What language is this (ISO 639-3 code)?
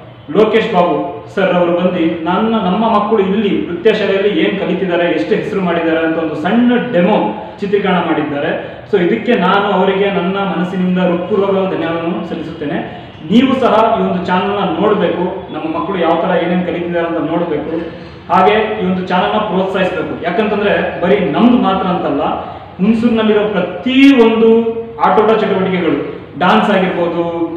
kan